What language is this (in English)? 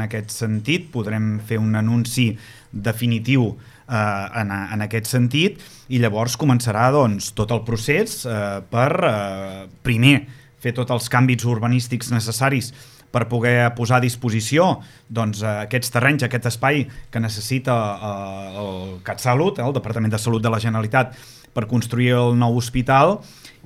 Catalan